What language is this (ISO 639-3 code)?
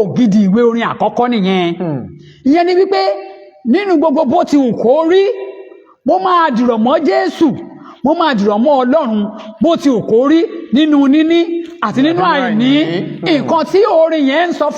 yor